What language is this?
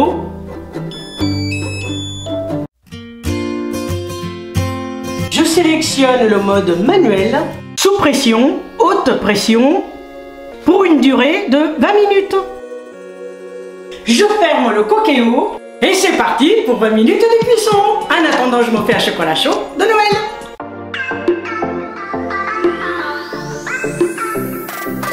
French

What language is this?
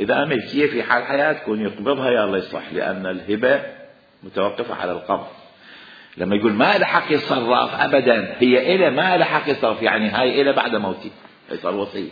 Mesopotamian Arabic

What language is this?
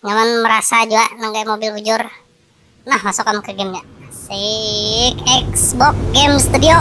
Banjar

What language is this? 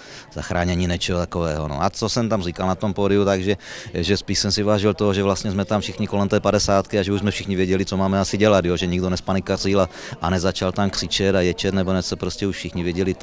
Czech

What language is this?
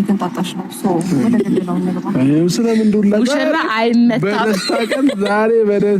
Amharic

